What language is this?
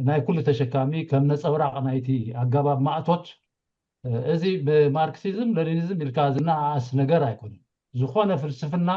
Tigrinya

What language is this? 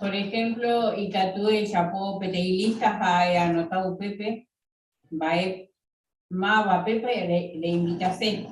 Guarani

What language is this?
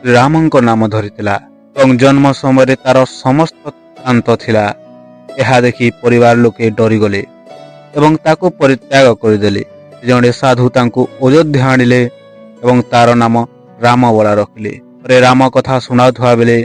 Odia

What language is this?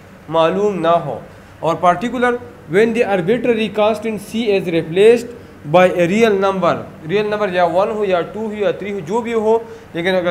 Hindi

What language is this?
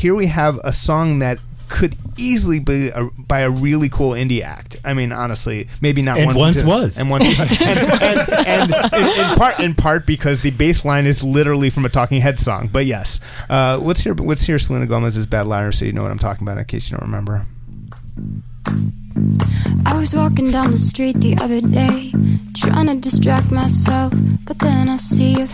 English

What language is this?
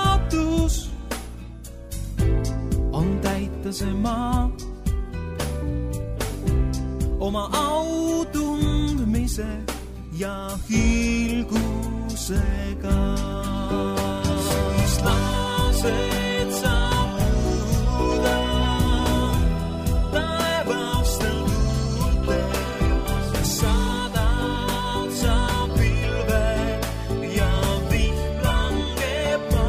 Estonian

